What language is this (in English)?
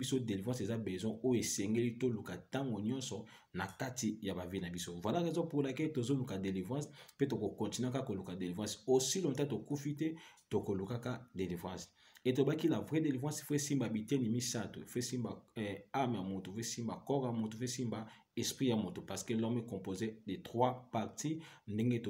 Lingala